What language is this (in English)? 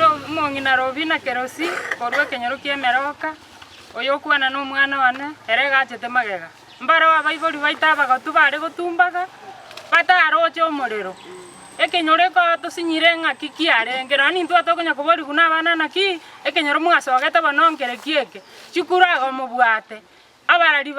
Gusii